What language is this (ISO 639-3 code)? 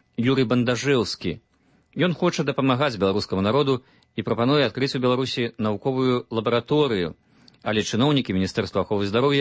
bel